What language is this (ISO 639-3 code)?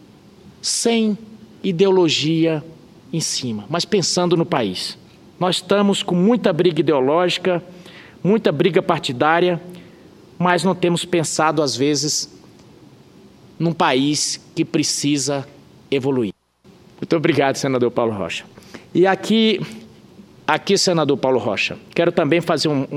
por